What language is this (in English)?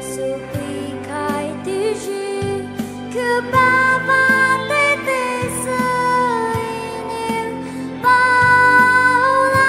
Poumei Naga